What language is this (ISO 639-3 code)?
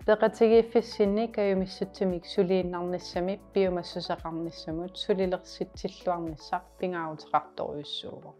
kal